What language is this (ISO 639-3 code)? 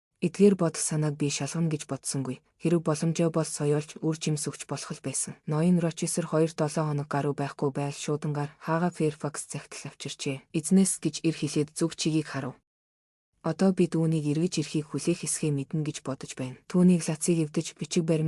mon